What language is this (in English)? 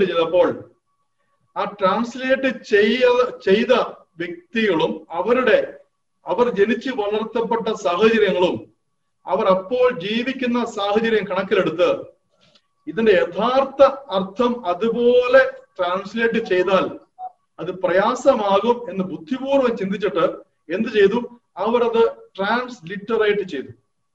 Malayalam